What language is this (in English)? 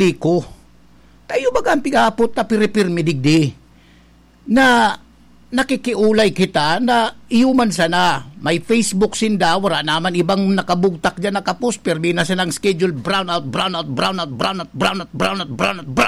Bikol